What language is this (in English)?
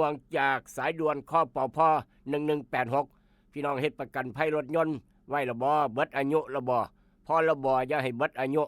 Northeastern Thai